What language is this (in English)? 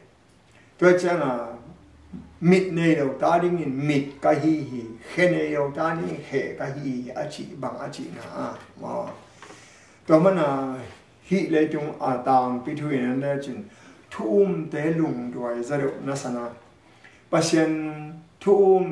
Tedim Chin